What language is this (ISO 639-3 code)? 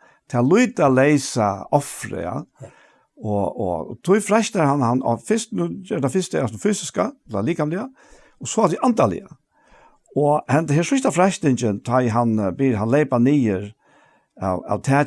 fao